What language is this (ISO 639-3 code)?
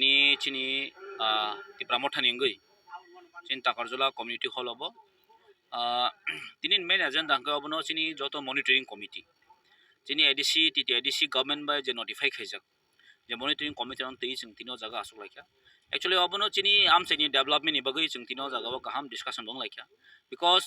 trp